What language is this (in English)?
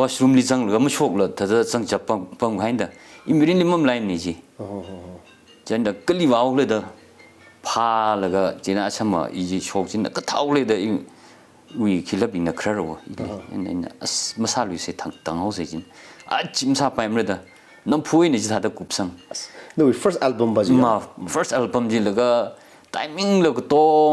Tangkhul Naga (India)